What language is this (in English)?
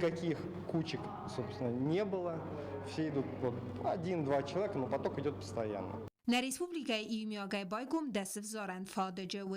Ossetic